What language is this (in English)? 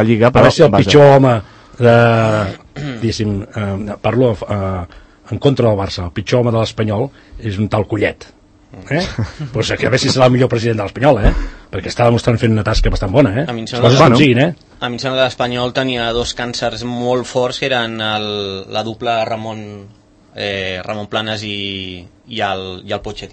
Catalan